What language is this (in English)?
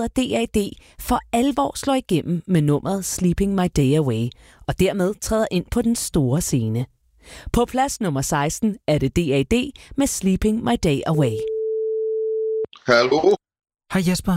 Danish